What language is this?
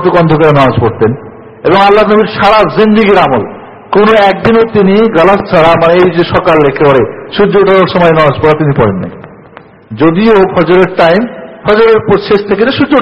Bangla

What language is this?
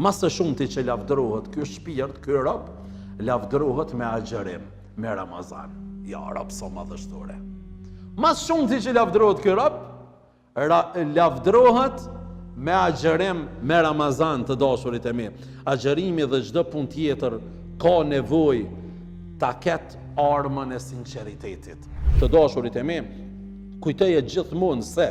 Albanian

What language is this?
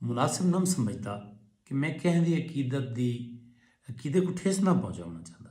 Saraiki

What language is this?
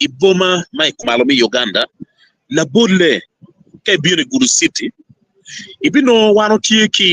Acoli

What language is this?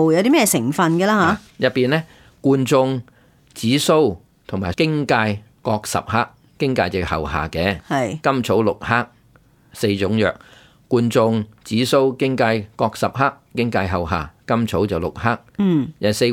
Cantonese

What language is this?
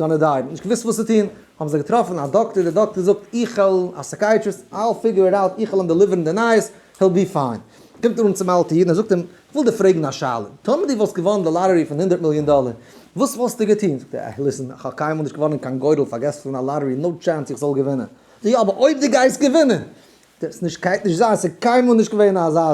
Yiddish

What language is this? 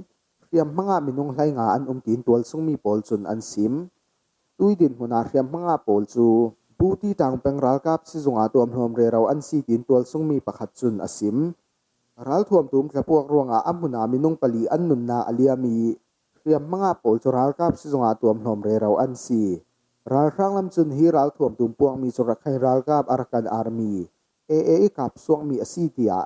Falam Chin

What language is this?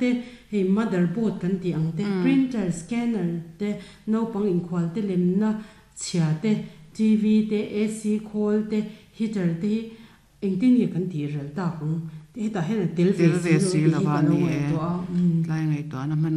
Mizo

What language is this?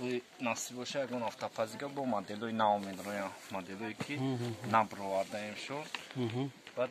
Tajik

